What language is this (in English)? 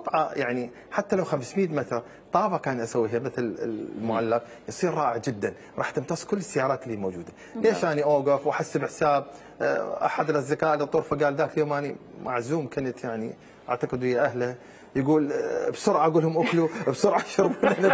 Mesopotamian Arabic